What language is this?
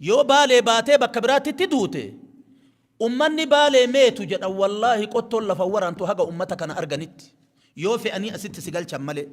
Oromo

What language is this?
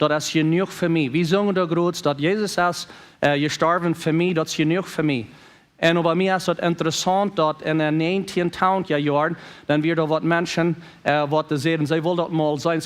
Plautdietsch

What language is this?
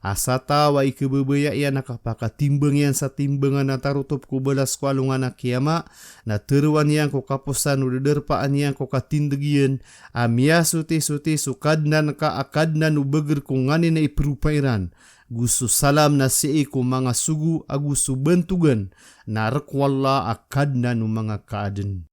Maranao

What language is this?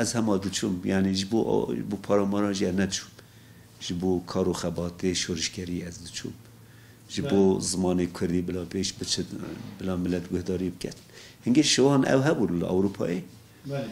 Kurdish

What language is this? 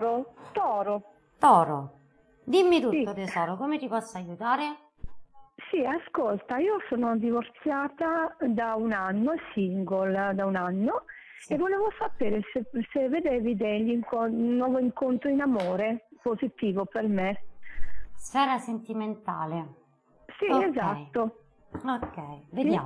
Italian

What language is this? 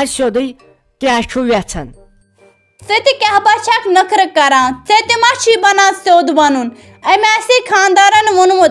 Kashmiri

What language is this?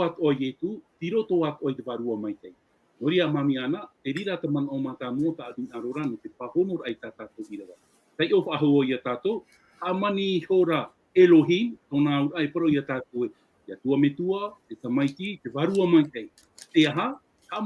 Tahitian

